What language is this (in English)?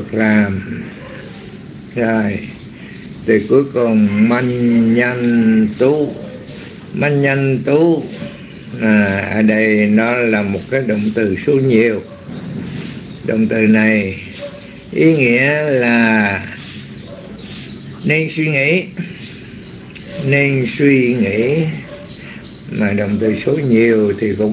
Vietnamese